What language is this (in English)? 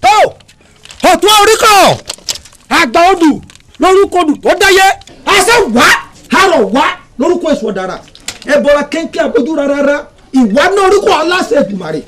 Yoruba